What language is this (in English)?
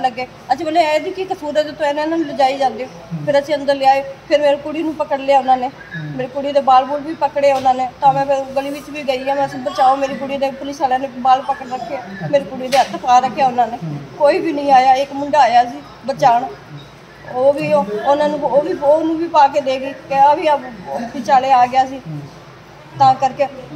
Punjabi